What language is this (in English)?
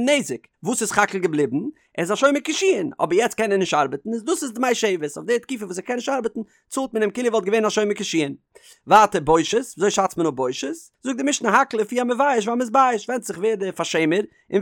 Yiddish